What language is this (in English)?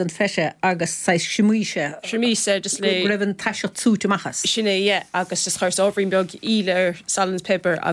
Irish